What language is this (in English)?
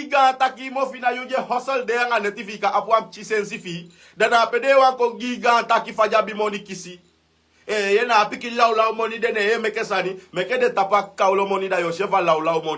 Sranan Tongo